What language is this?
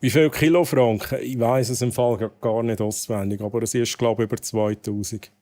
Swiss German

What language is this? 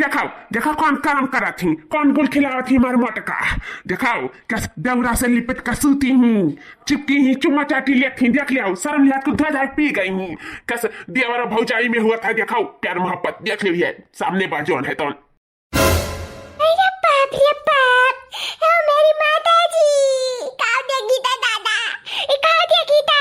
Awadhi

